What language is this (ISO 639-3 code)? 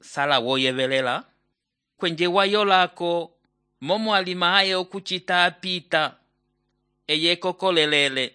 umb